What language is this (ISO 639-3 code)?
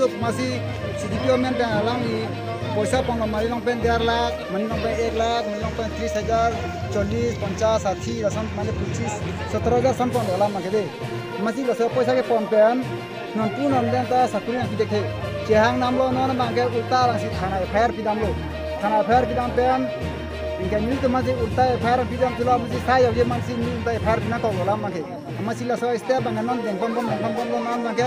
mjw